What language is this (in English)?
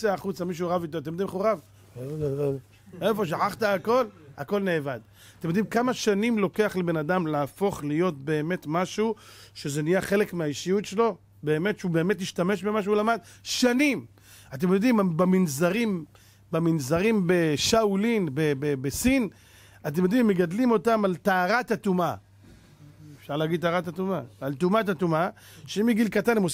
Hebrew